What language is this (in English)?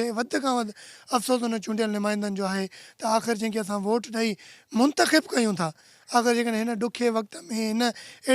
Sindhi